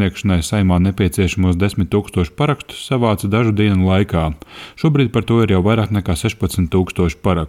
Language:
Latvian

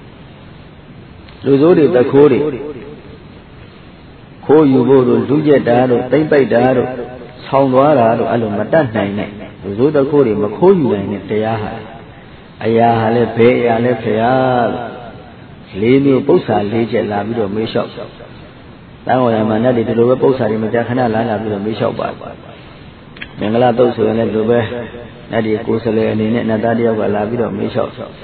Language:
Burmese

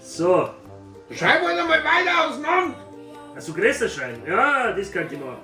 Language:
Bavarian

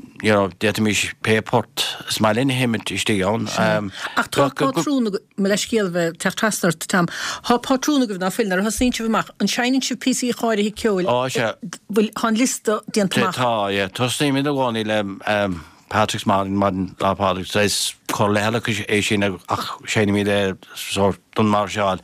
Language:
Irish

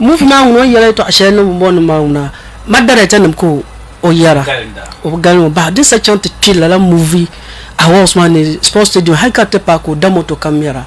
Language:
Dagbani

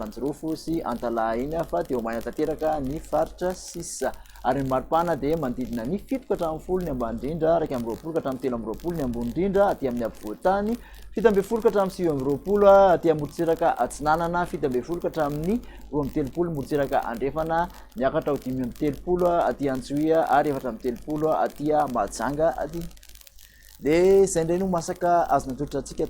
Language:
Malagasy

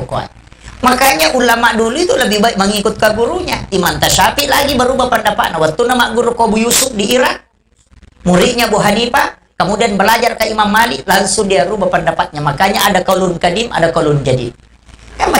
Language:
Buginese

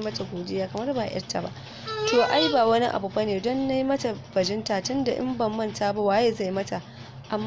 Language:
Hausa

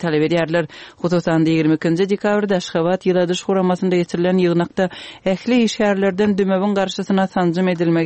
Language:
Turkmen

